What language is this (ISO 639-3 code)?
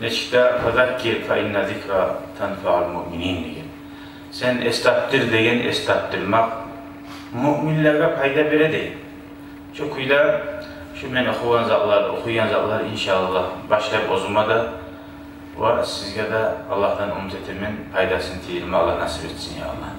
kum